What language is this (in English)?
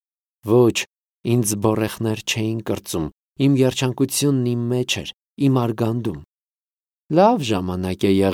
Armenian